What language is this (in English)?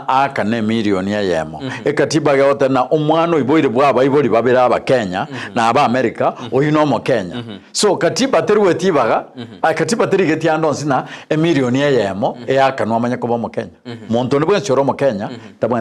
Gusii